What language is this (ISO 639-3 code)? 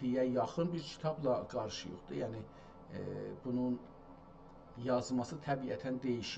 azb